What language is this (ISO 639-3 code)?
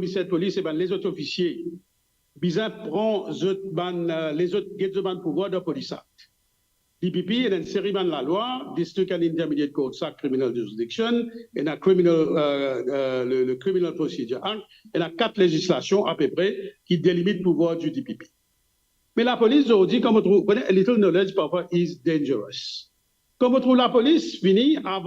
mfe